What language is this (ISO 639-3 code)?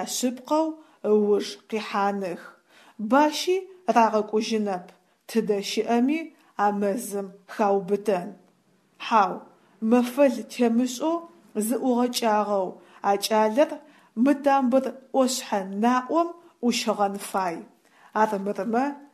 ady